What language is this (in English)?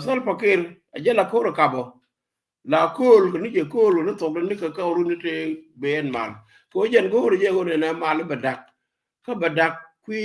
Nuer